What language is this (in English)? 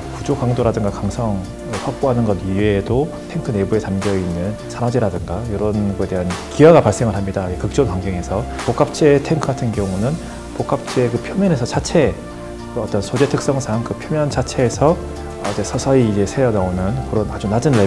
Korean